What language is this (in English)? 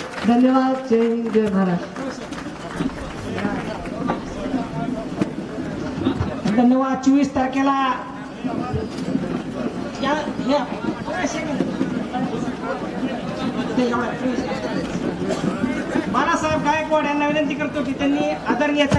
Marathi